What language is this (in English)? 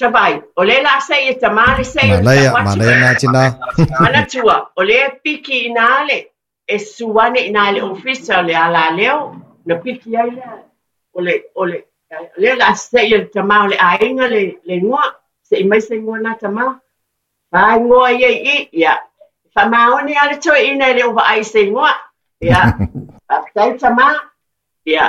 Samoan